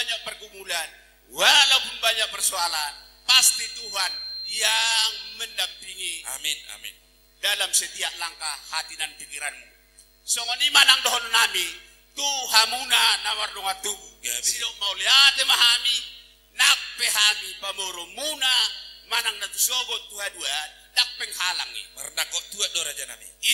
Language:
Batak Toba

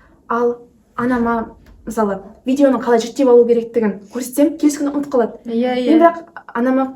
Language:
Kazakh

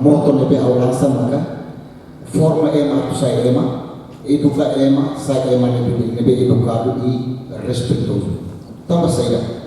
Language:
Tetum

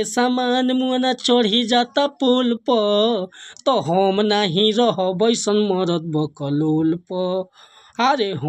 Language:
Bhojpuri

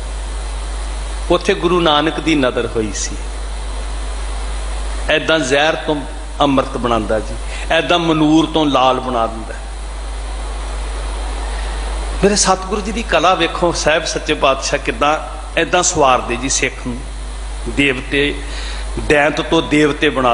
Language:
Punjabi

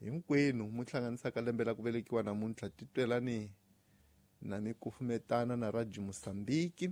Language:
Tsonga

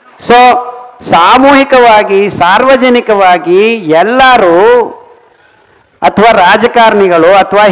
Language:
Kannada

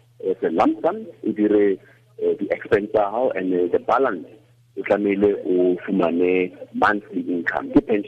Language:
Tswana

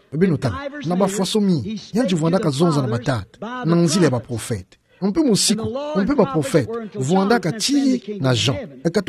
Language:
Kituba (Democratic Republic of Congo)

